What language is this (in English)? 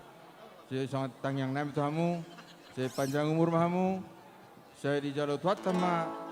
Batak Simalungun